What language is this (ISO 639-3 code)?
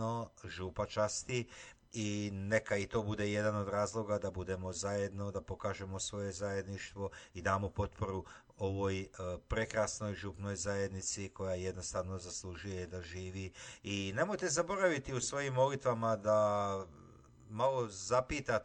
hrv